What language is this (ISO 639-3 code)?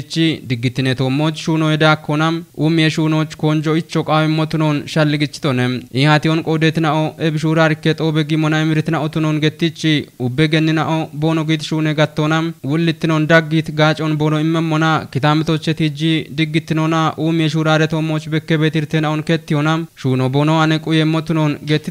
kbr